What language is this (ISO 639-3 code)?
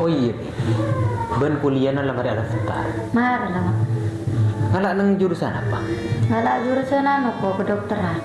mad